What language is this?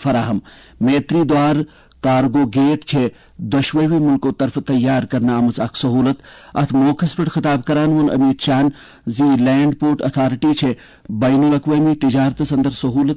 Kashmiri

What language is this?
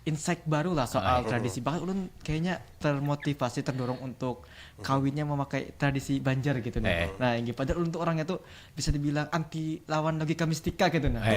Banjar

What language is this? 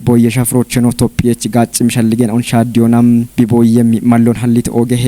Kafa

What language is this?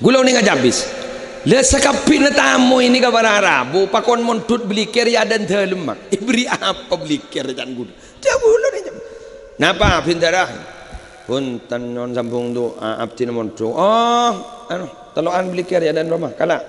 Madurese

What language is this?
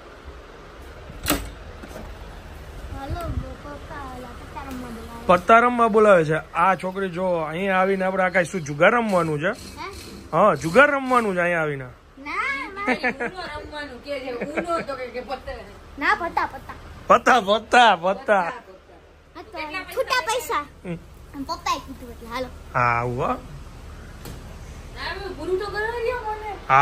Gujarati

